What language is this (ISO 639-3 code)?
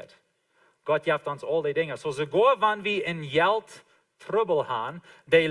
pdt